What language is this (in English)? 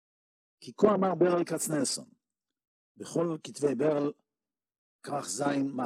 Hebrew